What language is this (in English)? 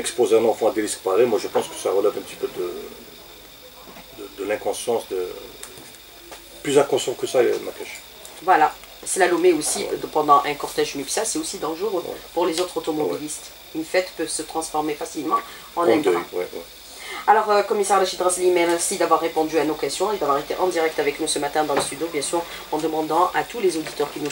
French